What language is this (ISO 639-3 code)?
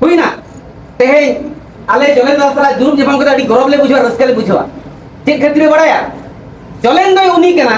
sat